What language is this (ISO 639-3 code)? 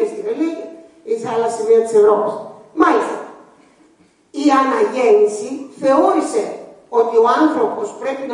ell